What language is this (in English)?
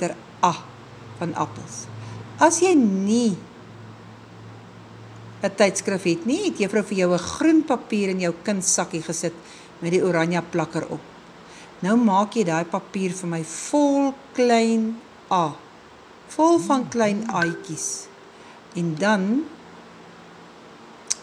Afrikaans